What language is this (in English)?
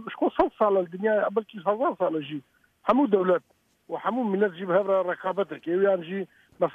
Kurdish